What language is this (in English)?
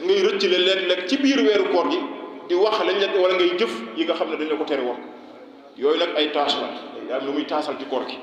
Wolof